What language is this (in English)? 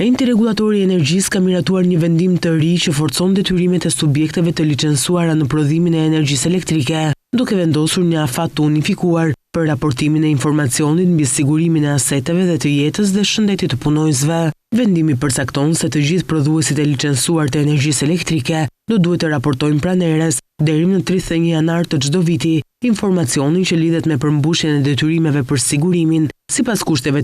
Albanian